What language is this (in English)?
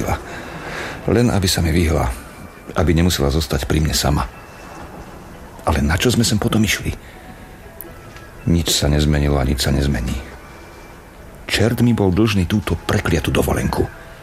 Slovak